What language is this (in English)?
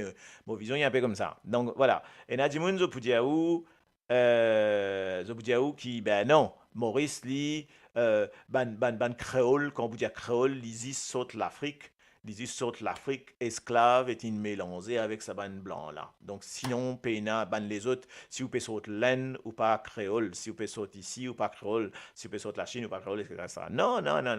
Morisyen